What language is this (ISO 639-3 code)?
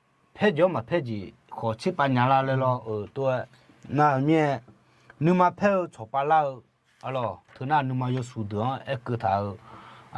ahk